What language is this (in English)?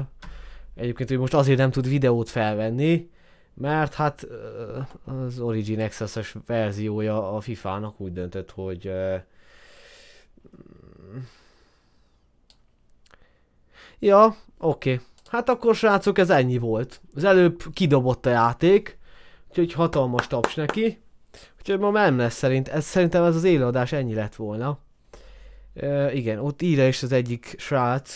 Hungarian